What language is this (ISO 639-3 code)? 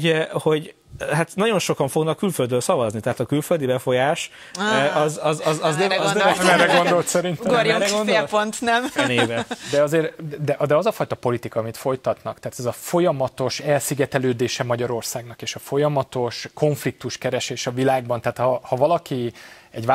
hun